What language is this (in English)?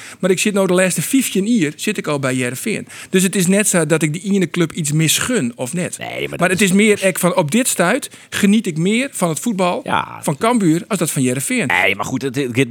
Western Frisian